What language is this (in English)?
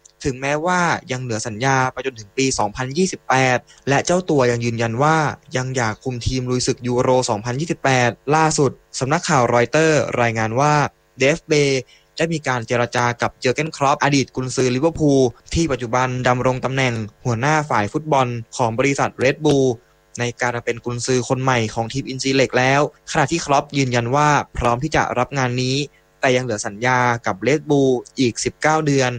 Thai